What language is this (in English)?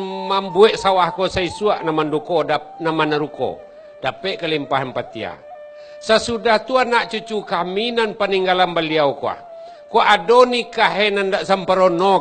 Minangkabau